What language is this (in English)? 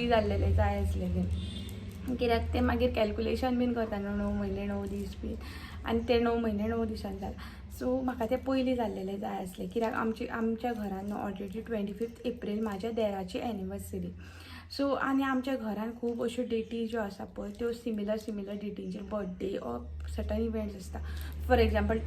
Konkani